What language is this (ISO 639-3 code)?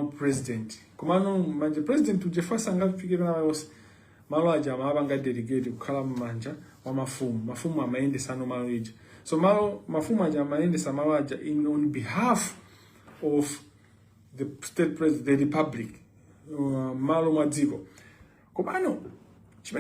nya